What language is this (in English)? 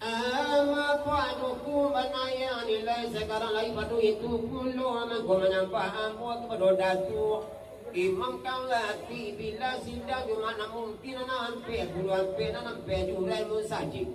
Minangkabau